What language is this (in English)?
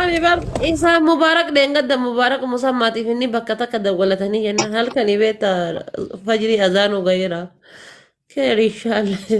Oromo